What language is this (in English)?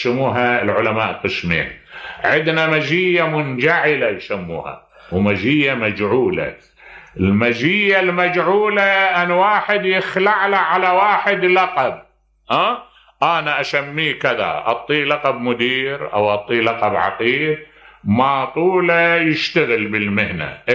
Mesopotamian Arabic